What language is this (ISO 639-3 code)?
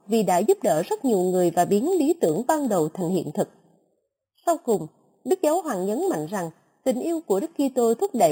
vie